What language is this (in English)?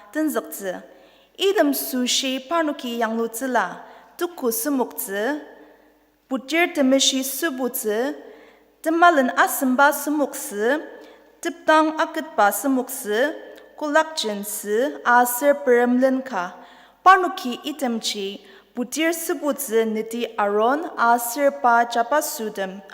Ao Naga